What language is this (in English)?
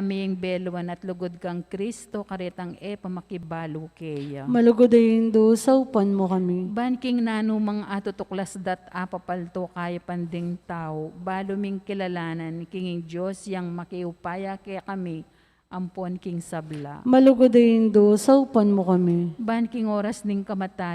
Pampanga